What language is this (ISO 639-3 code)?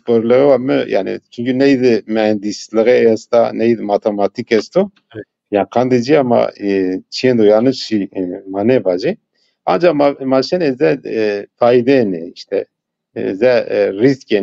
zza